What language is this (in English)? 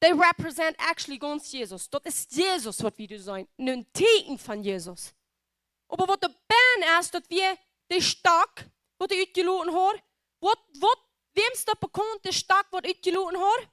Plautdietsch